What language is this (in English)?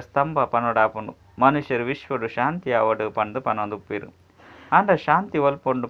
Tulu